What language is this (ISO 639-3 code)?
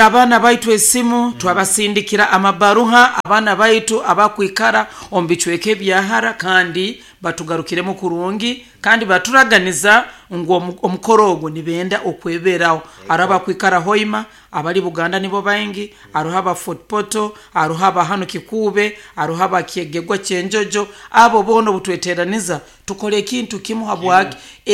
nyo